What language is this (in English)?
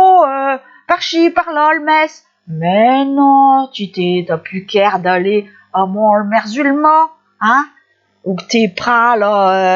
Picard